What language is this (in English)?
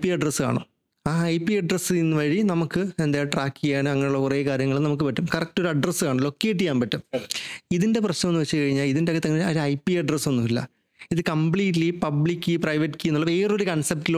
Malayalam